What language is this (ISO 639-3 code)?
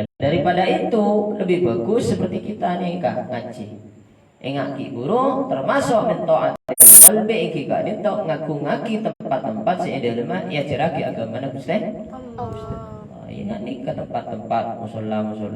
mad